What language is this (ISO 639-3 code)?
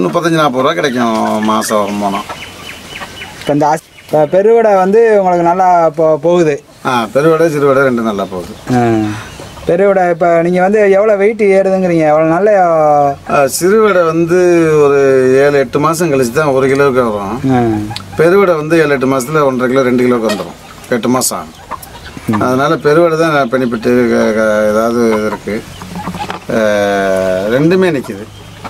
tam